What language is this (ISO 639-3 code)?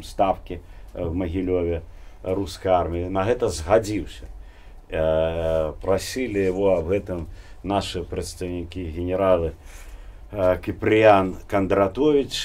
bel